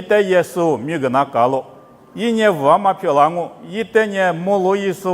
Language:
Lisu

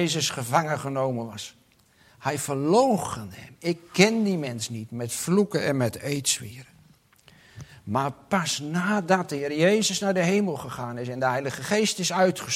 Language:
Dutch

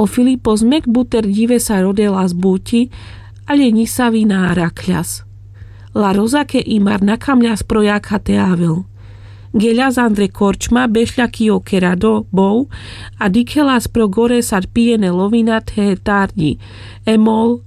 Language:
Carpathian Romani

